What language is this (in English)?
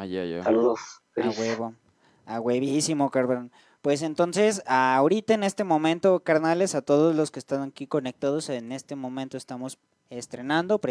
Spanish